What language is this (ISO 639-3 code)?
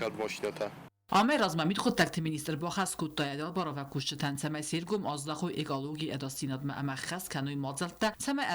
oss